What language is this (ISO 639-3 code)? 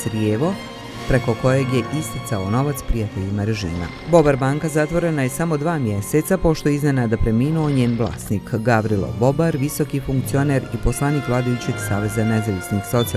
bos